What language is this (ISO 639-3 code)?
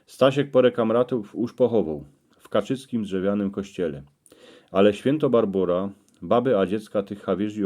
szl